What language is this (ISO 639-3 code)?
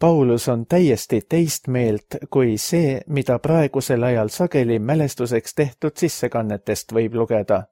est